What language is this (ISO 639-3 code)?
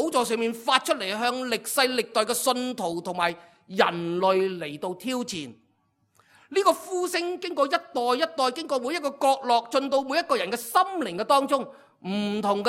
yue